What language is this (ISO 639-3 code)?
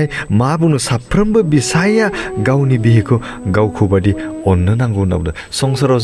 brx